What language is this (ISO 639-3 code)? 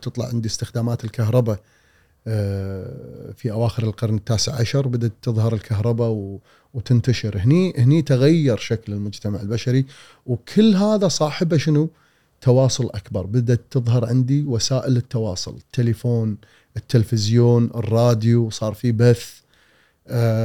afb